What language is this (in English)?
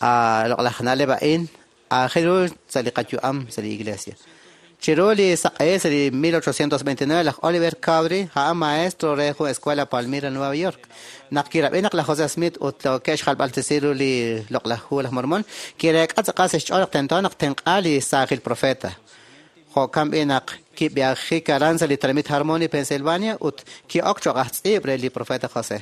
Kekchí